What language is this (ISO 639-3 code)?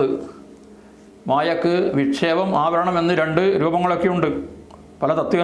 mal